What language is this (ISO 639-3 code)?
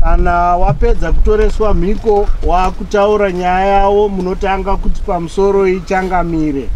sna